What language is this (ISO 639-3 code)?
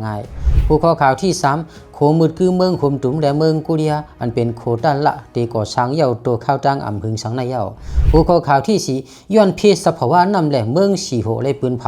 lao